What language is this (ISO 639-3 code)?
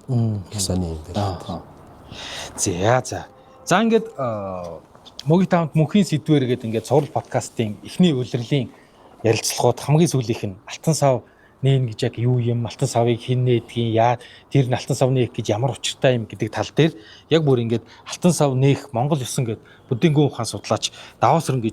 mon